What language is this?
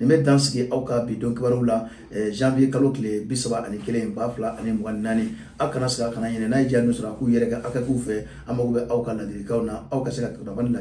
Bambara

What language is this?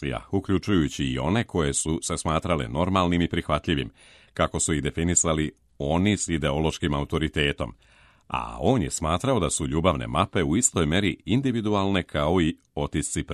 Serbian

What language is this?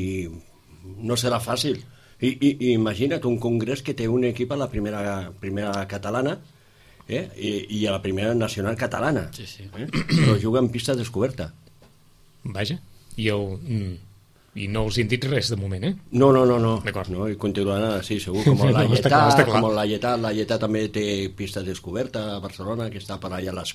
Catalan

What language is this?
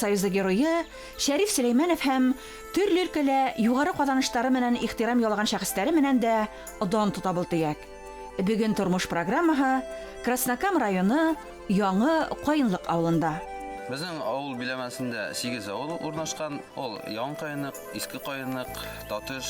Bashkir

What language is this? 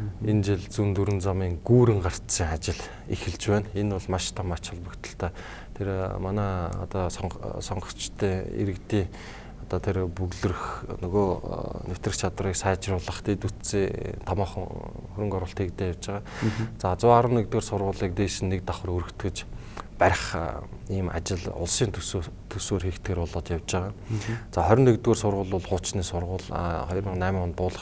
Mongolian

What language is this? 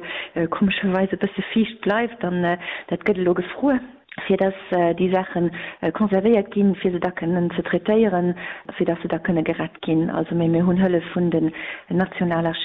Luxembourgish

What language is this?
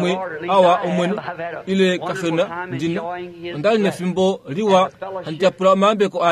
Kuanyama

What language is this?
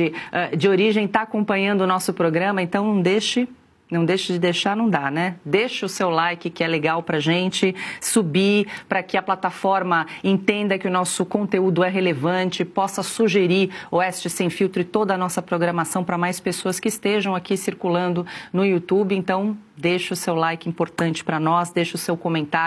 Portuguese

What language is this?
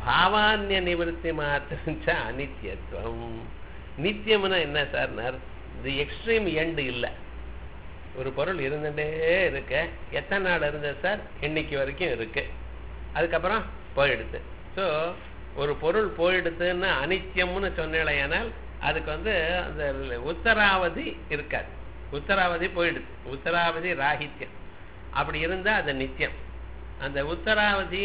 Tamil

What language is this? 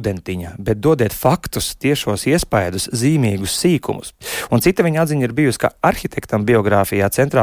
Latvian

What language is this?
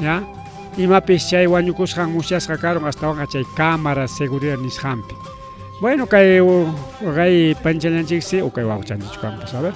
Ayacucho Quechua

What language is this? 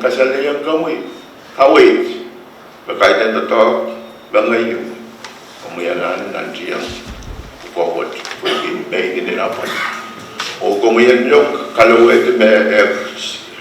Pohnpeian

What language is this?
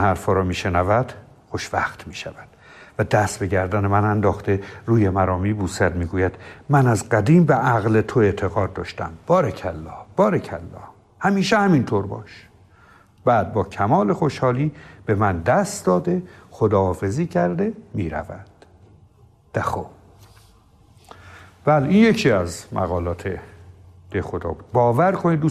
Persian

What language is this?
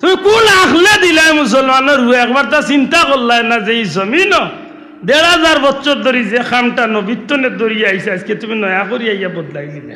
Sylheti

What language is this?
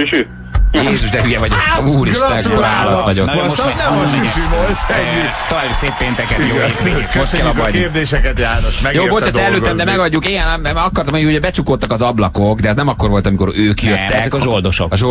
Hungarian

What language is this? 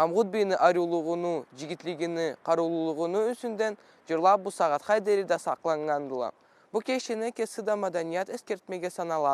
Karachay-Balkar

